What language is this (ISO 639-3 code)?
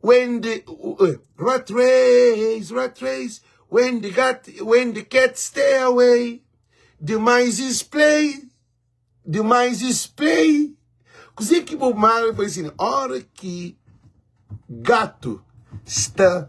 kea